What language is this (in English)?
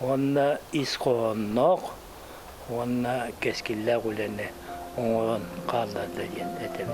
Yakut